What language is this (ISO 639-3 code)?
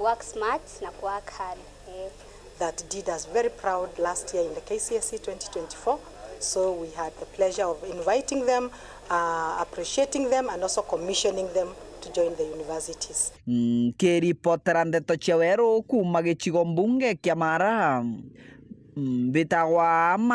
mer